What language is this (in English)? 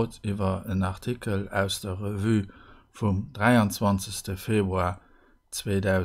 Luxembourgish